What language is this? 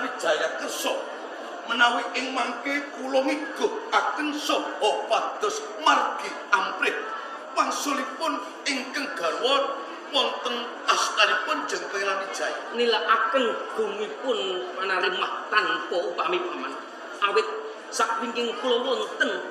Javanese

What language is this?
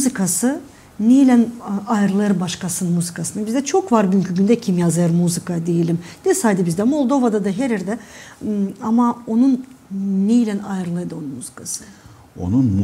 Gagauz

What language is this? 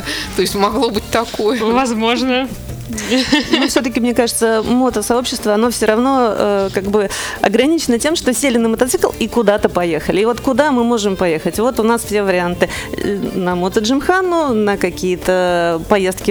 Russian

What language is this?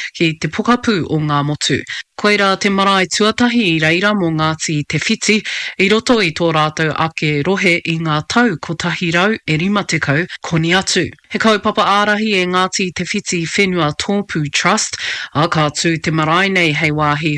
Māori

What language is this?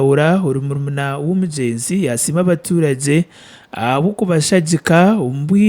Nyankole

